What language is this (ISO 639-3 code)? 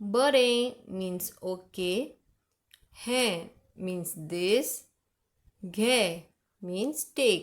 kok